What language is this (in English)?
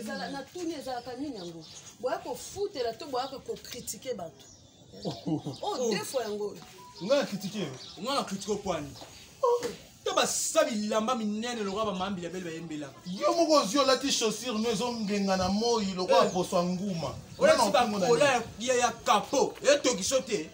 Lingala